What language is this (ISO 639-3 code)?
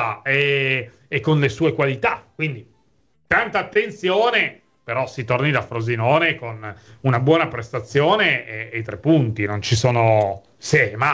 ita